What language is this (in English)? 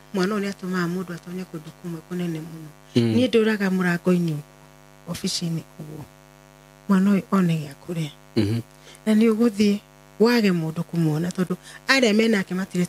Kikuyu